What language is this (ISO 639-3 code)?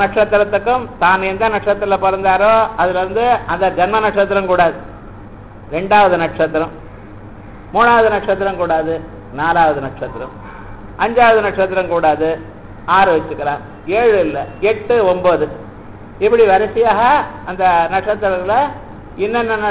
tam